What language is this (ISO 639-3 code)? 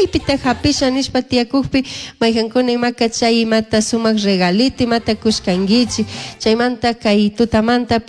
qug